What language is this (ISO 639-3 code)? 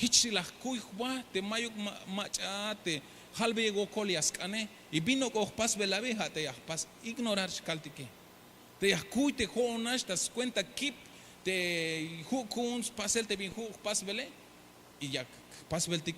tzh